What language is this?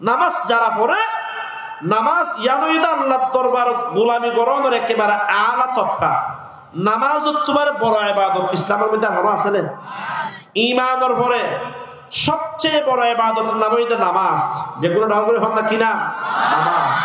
Rohingya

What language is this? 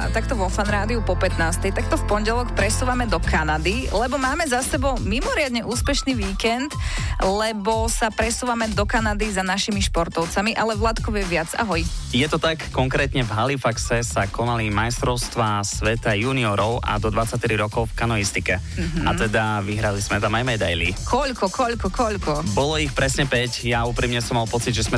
Slovak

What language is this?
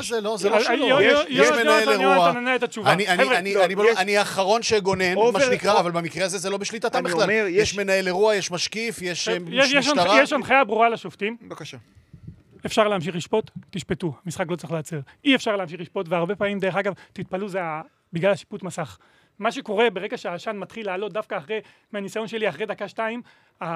Hebrew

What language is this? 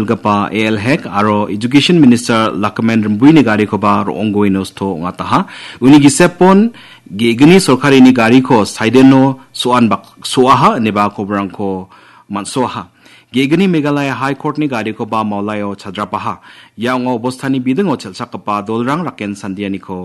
Garo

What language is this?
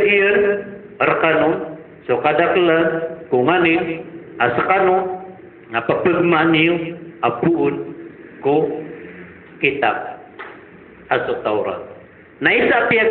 Maranao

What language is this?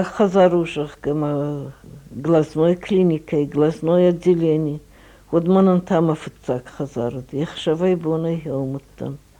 Ossetic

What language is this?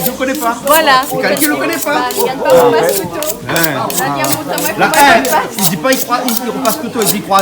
Réunion Creole French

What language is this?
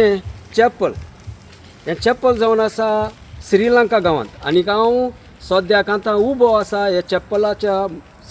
Konkani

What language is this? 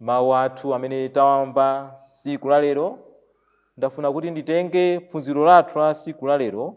Nyanja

